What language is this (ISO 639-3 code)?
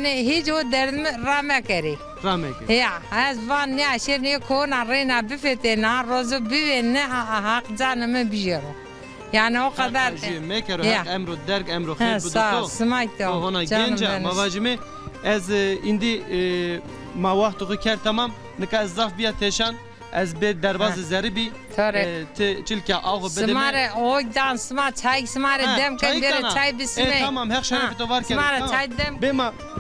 zza